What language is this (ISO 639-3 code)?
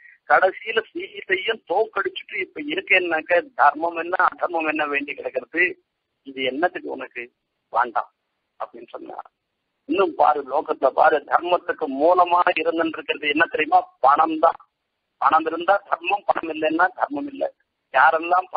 tam